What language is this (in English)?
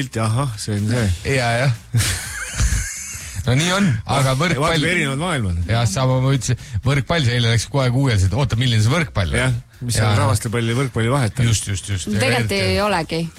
Estonian